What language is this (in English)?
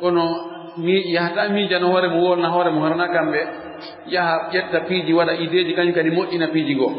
Fula